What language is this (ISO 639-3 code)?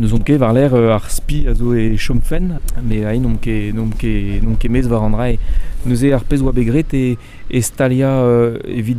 bre